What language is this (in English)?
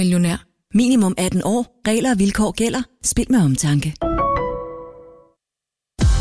Danish